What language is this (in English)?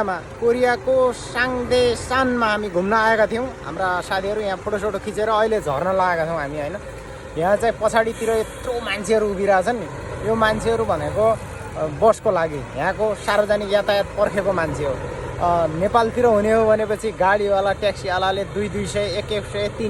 Nepali